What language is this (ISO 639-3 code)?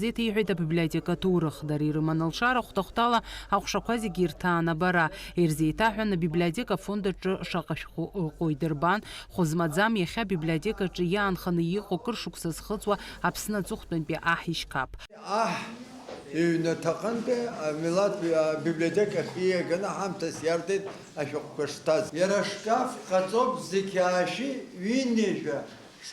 abk